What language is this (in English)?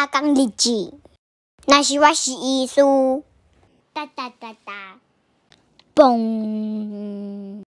Min Nan Chinese